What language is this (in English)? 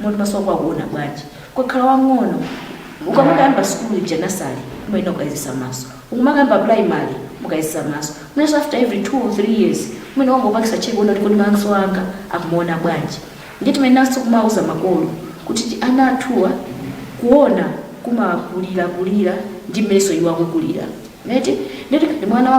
Nyanja